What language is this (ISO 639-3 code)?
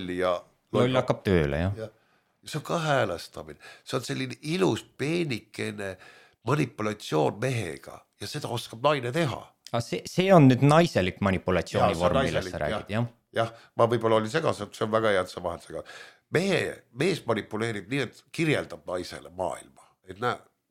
est